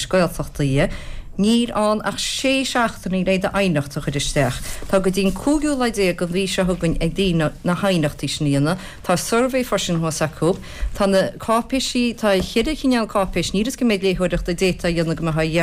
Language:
Irish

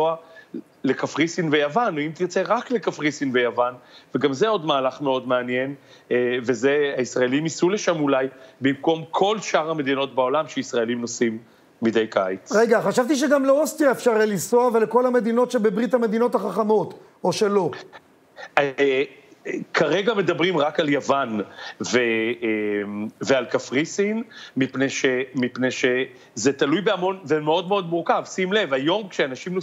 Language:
Hebrew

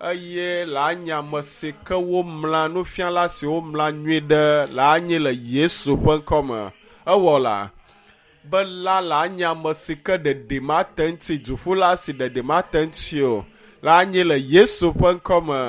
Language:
Ewe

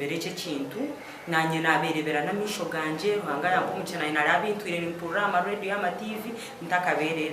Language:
Nyankole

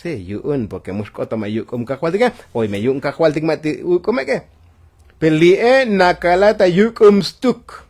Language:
Tzotzil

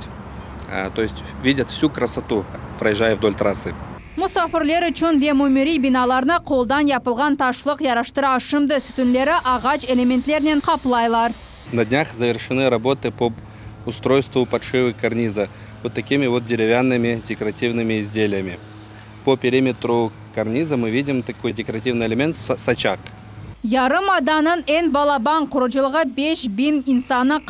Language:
Crimean Tatar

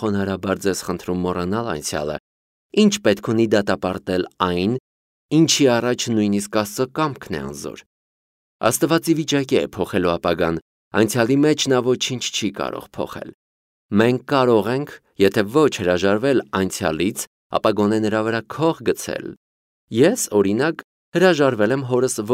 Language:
Armenian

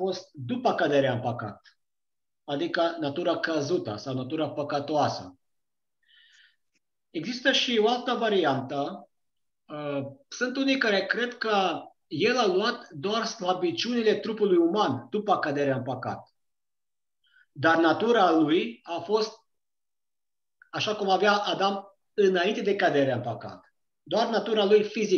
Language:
Romanian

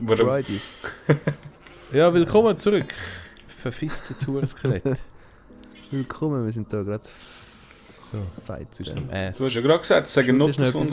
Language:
Swiss German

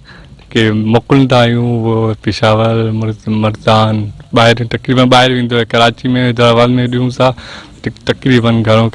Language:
Sindhi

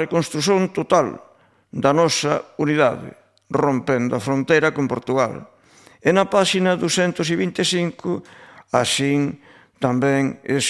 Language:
Galician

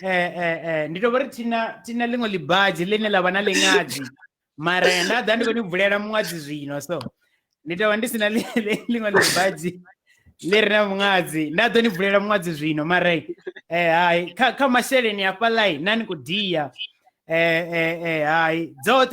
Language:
Venda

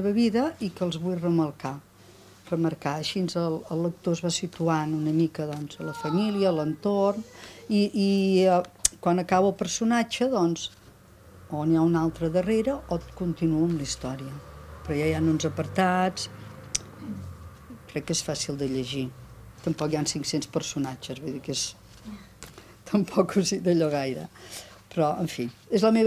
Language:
Catalan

